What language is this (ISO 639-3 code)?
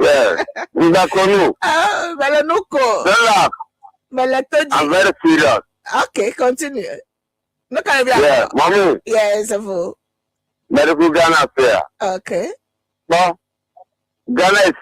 ewe